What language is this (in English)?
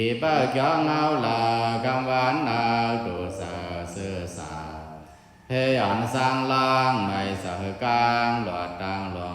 Shan